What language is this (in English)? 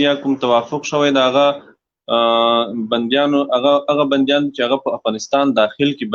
Pashto